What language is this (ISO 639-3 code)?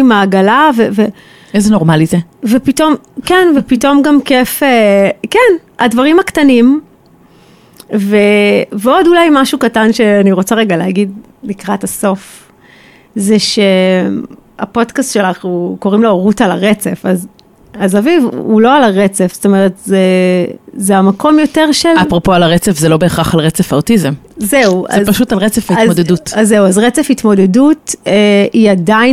heb